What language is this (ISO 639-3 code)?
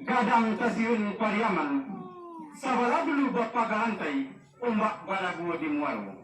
min